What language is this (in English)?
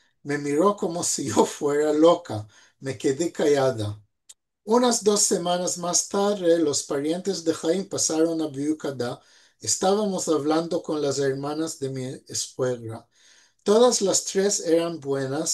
Ladino